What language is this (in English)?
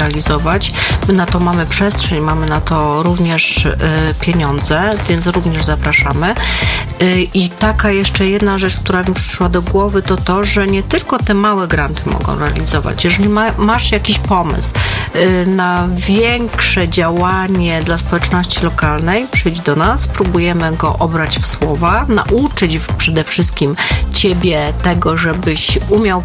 Polish